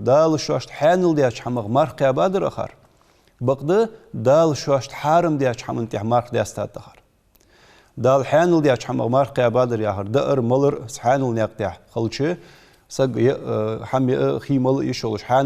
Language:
Ingush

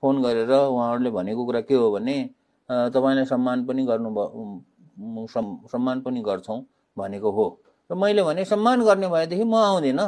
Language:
Nepali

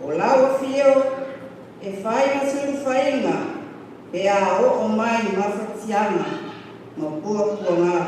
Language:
Samoan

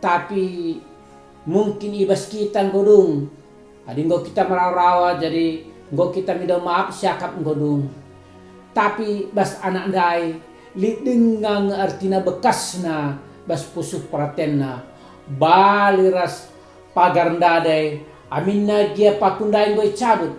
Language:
Batak Karo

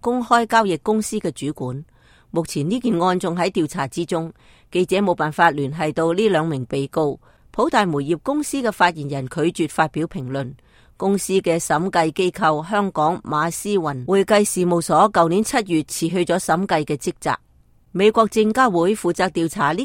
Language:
Cantonese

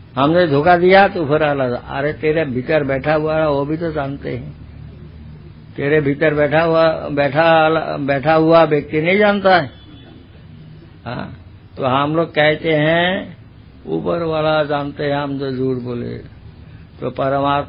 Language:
Hindi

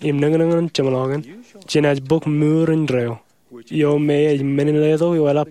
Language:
Marshallese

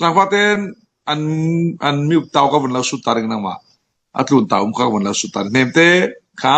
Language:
Falam Chin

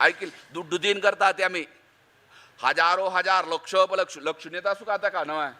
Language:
Konkani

